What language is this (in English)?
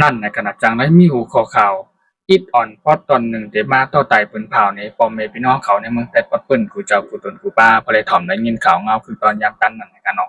Shan